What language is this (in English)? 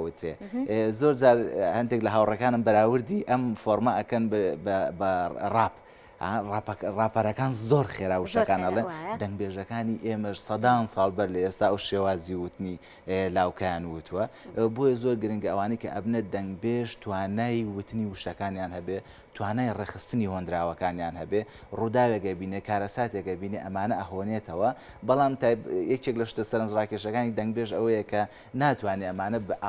Central Kurdish